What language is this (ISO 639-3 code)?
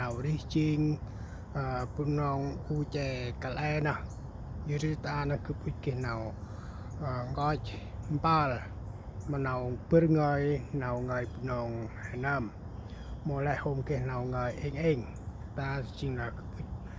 cmo